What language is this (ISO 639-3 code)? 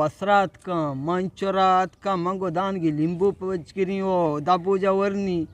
bgp